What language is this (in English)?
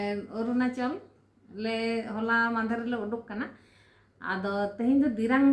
Santali